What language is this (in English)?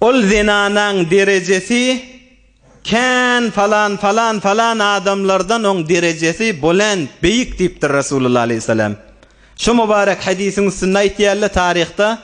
Turkmen